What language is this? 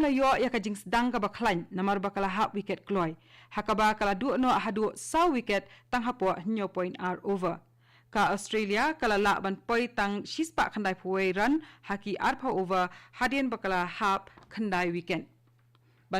Khasi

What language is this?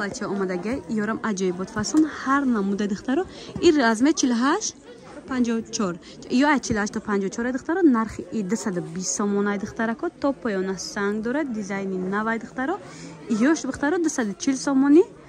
Tajik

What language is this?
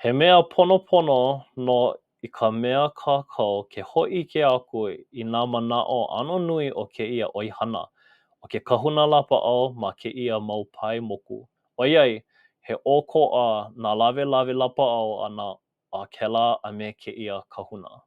Hawaiian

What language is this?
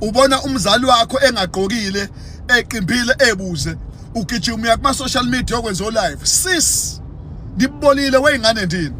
Zulu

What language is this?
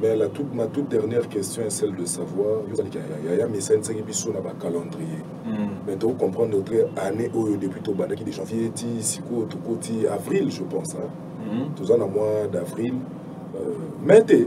Lingala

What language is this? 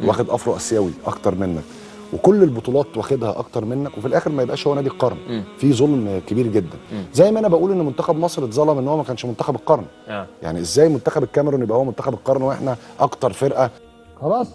Egyptian Arabic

